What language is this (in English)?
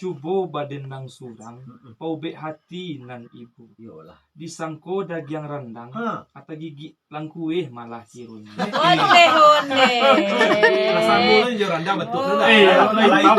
Minangkabau